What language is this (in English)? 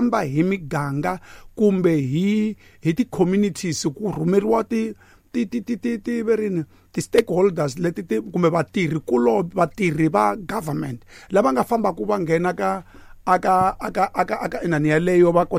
Tsonga